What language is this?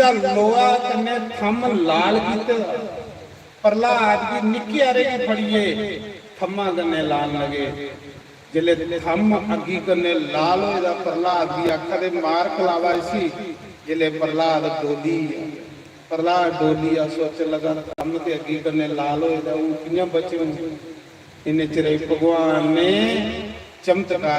Dogri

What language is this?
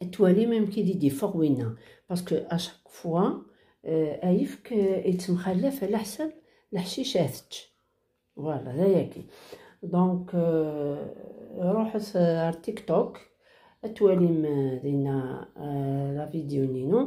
Kabyle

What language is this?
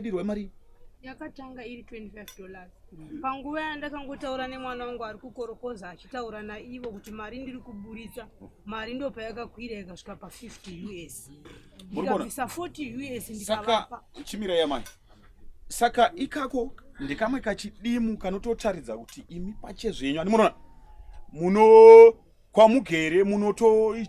Shona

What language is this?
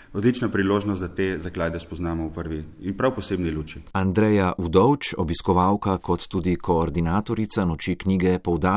Slovenian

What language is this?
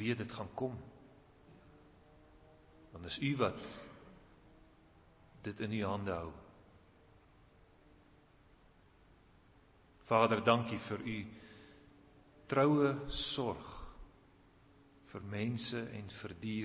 Afrikaans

